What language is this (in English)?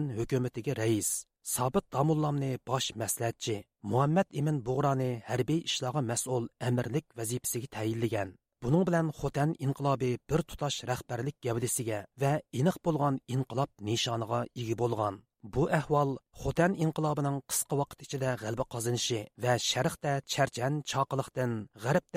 Uyghur